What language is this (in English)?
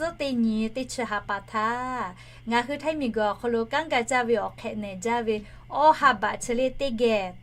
Lahu